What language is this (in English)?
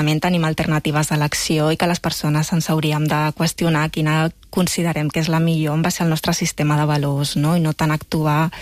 Catalan